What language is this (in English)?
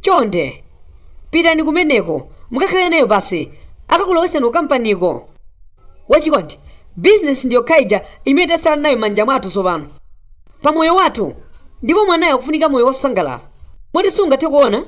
Nyanja